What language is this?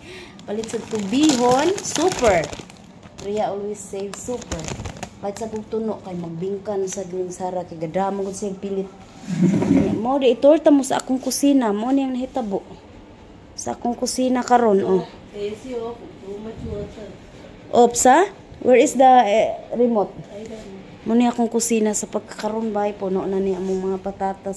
Cebuano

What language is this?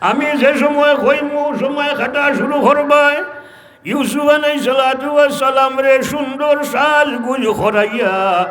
Sylheti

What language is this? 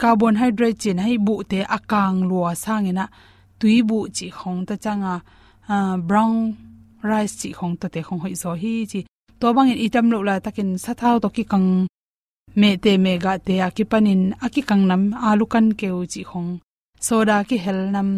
Tedim Chin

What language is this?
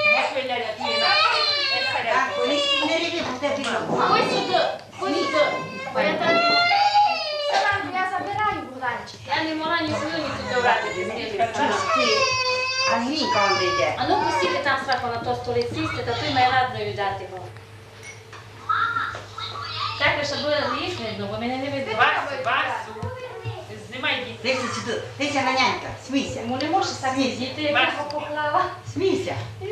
Ukrainian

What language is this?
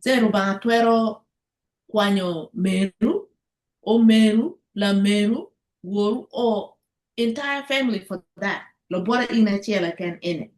Acoli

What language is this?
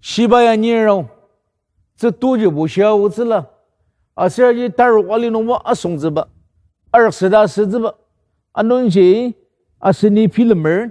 Ao Naga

